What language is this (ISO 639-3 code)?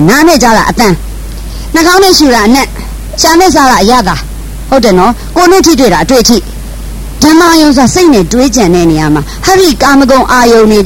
mya